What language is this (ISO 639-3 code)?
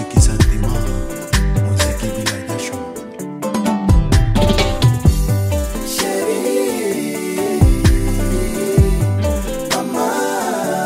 swa